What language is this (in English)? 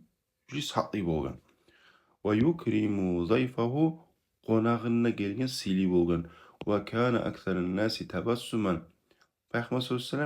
Kumyk